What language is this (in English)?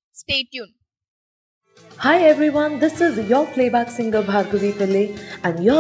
Telugu